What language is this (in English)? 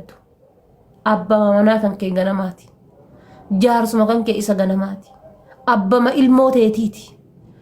Oromo